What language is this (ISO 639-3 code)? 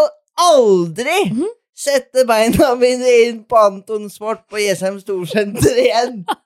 nor